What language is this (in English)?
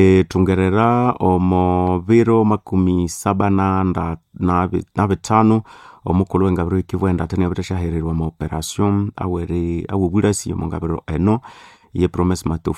Nande